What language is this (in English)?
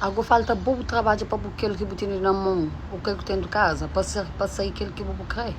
Kabuverdianu